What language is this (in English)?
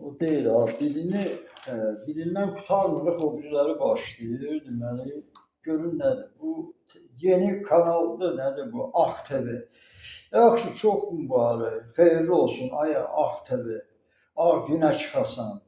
Azerbaijani